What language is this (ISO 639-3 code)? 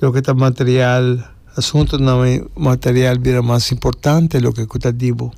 pap